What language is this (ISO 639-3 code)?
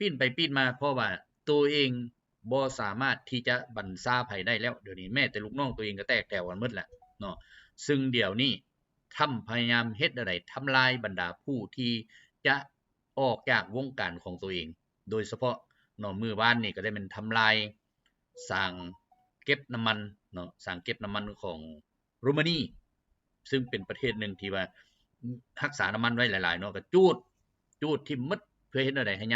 lao